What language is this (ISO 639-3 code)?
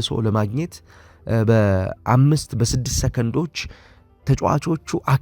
amh